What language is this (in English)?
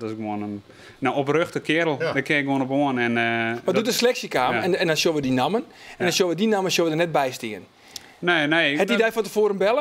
Western Frisian